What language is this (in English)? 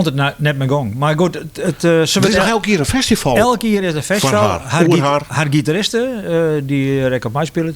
Western Frisian